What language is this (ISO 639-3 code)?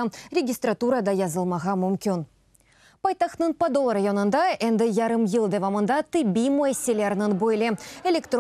crh